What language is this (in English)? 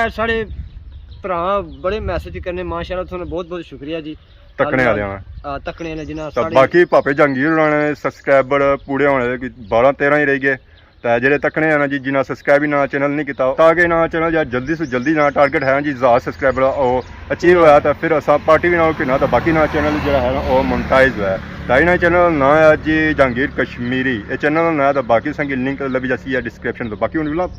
Pahari-Potwari